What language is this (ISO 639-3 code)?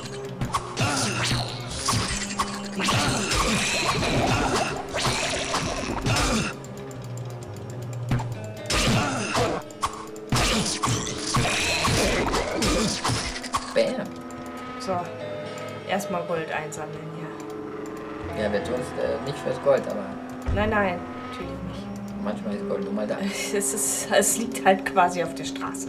deu